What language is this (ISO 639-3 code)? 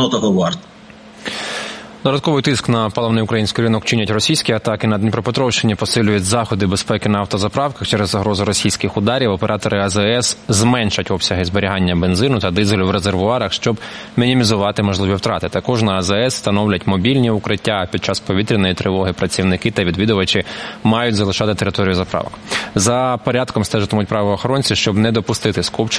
ukr